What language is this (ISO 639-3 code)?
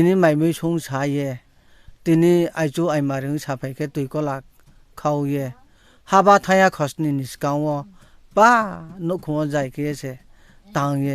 ria